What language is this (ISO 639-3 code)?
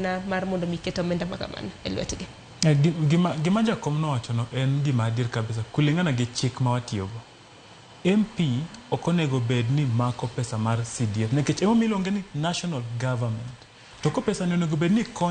luo